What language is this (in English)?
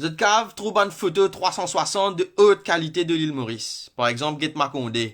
Morisyen